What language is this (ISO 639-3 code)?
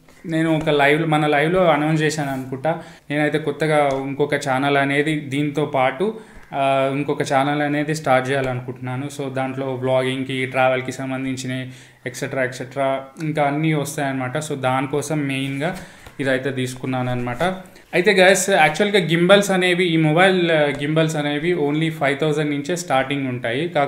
tel